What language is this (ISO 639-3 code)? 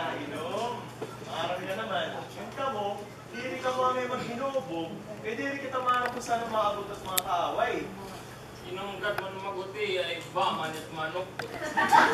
war